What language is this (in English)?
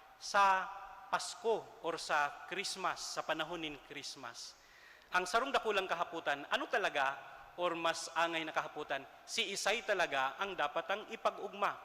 Bikol